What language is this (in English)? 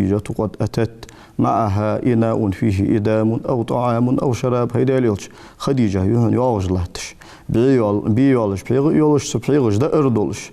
Ingush